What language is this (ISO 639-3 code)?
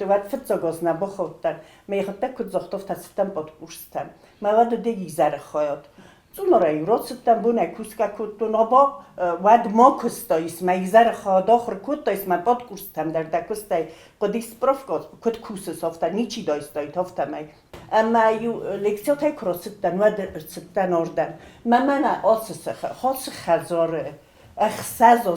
oss